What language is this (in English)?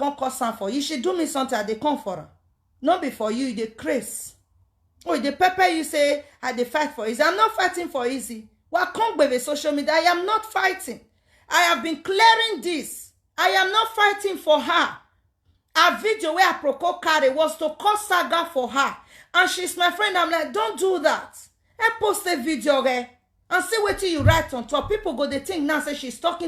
Nigerian Pidgin